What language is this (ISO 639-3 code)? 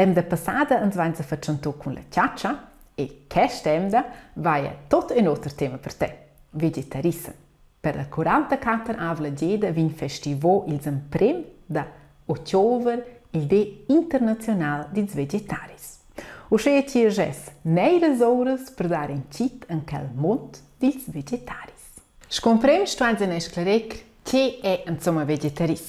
roh